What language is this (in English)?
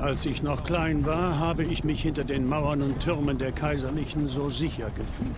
Swiss German